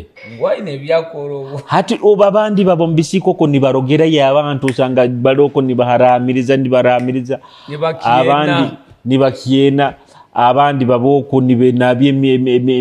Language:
Nyoro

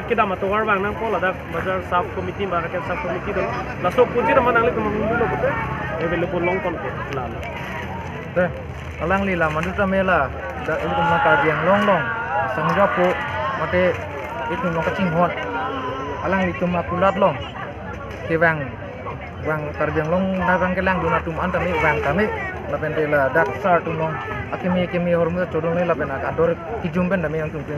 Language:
Karbi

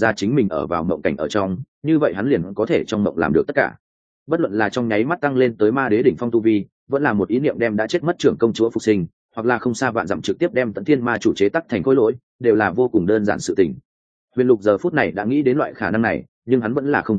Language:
Vietnamese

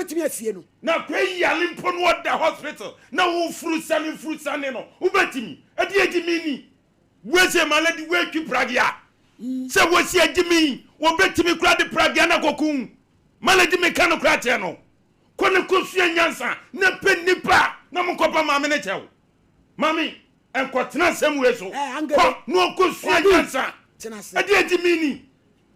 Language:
Akan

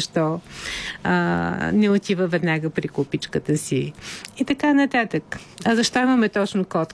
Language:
Bulgarian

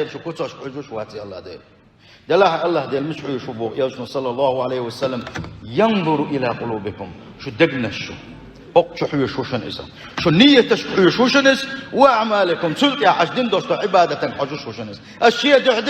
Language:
Chechen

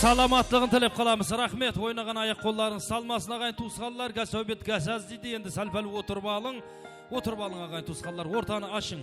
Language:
Kara-Kalpak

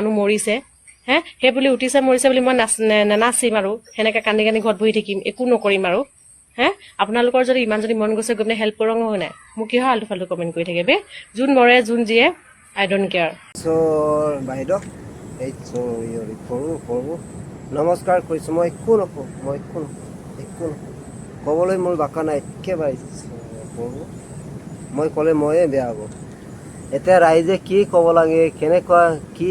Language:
Assamese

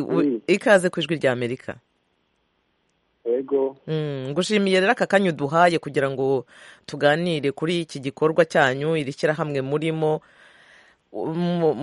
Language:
Kinyarwanda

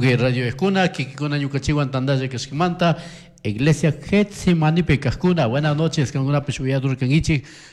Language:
Chimborazo Highland Quichua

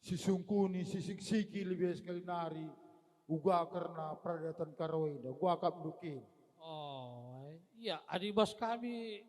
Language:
Batak Karo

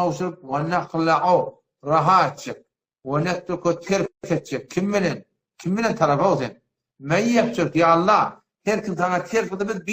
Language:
Turkmen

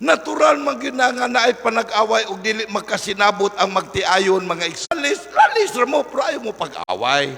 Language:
Cebuano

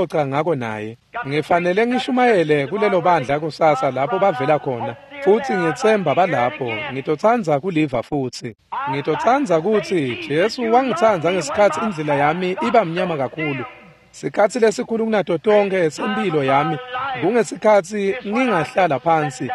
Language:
Swati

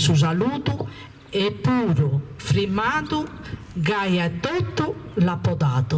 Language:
Sardinian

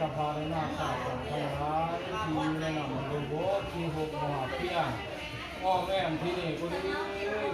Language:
Lao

